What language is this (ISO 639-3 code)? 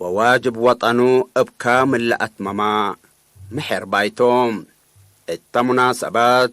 tig